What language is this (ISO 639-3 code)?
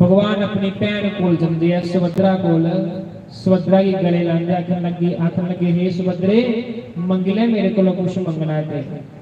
doi